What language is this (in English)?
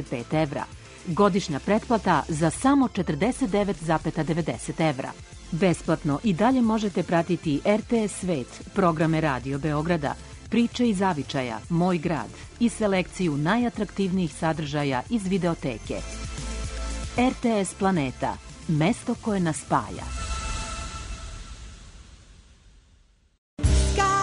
Serbian